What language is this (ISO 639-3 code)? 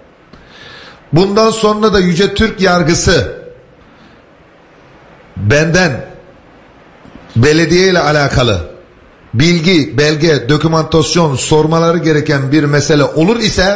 tur